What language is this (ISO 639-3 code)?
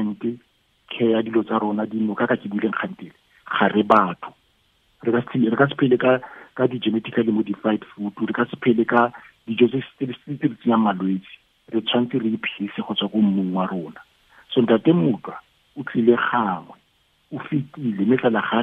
tsn